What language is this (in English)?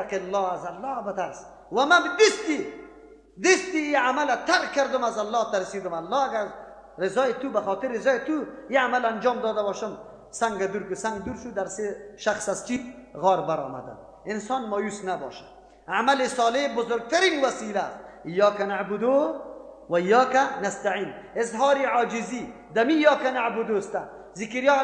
Persian